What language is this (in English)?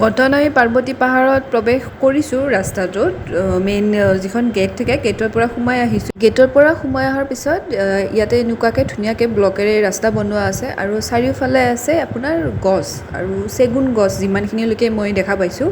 Assamese